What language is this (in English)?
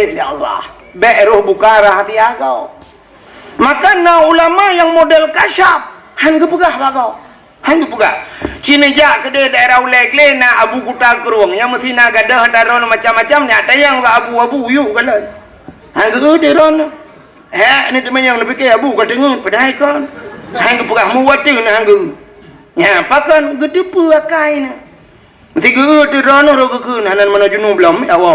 Achinese